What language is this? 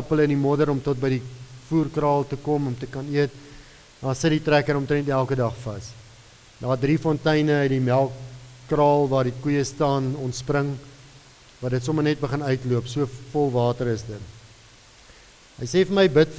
Afrikaans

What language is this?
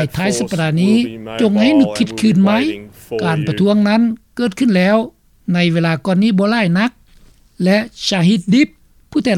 Lao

